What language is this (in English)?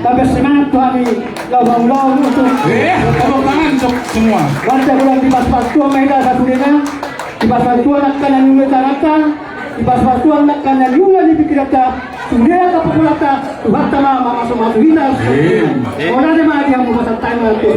Batak Toba